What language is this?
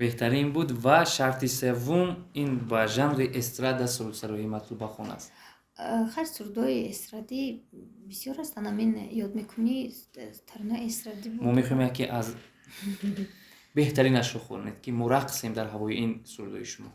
Tajik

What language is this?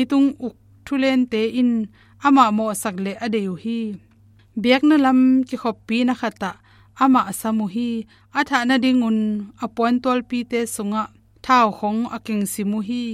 Tedim Chin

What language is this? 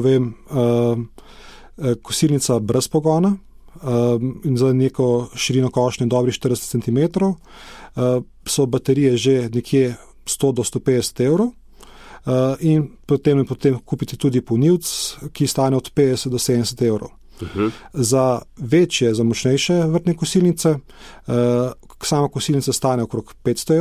Slovenian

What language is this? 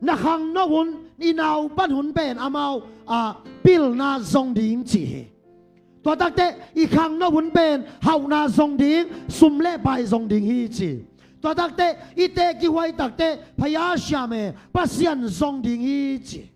Tedim Chin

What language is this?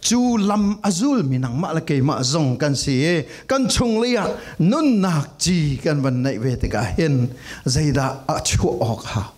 Falam Chin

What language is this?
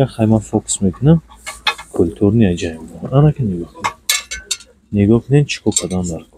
Tajik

